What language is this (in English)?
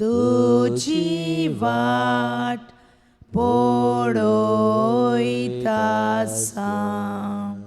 Konkani